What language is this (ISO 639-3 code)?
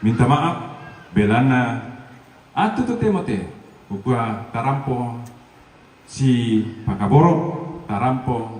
sda